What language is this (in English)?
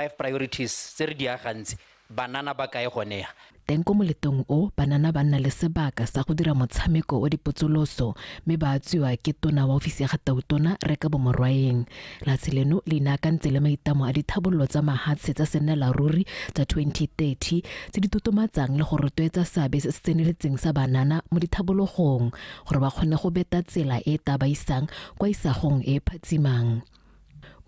Tswana